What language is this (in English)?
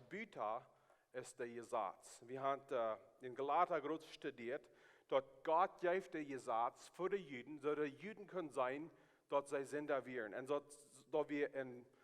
Plautdietsch